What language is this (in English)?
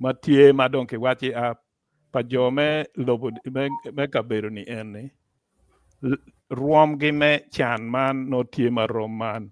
Acoli